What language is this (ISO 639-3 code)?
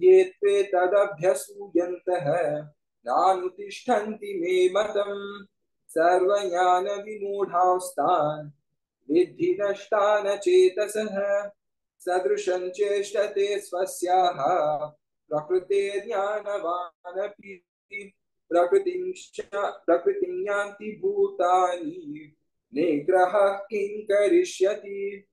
san